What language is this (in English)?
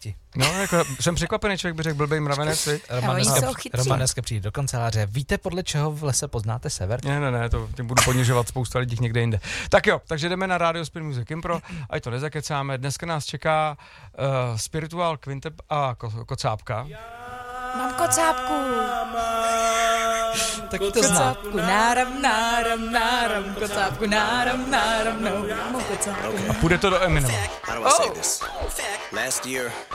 Czech